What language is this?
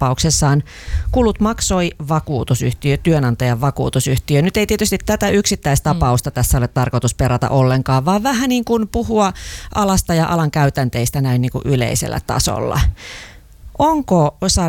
Finnish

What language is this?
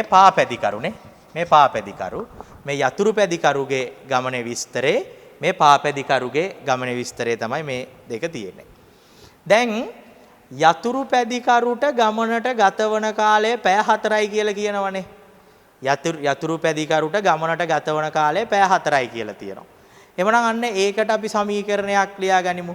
Sinhala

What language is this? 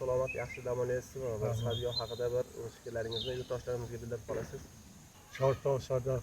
Uzbek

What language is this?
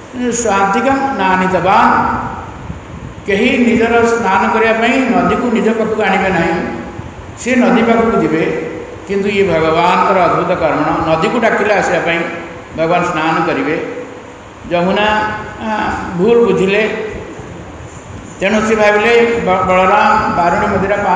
Odia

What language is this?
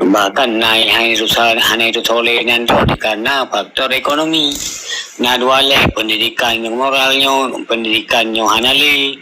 Achinese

